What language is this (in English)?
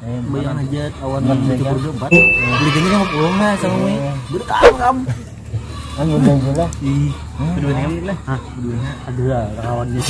Banjar